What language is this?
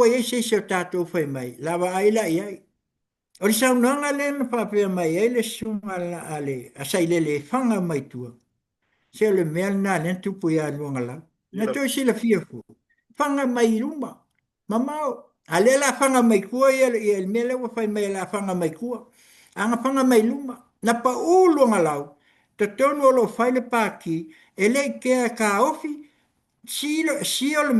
Samoan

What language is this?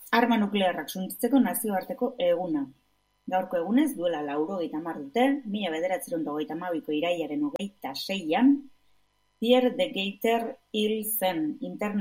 Basque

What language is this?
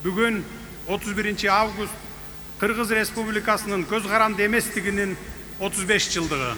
Kyrgyz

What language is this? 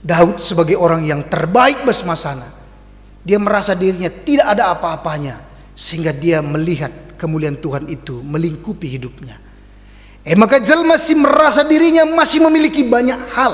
Batak Karo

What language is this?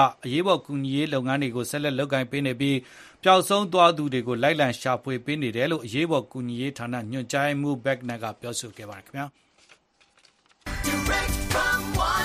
Burmese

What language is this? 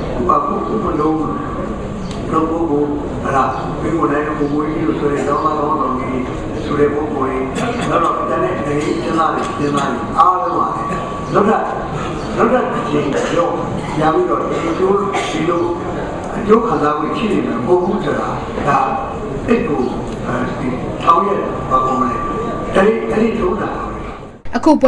Burmese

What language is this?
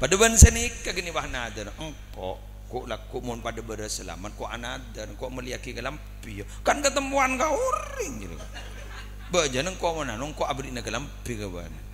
Madurese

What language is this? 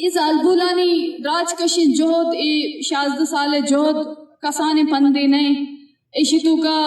Eastern Balochi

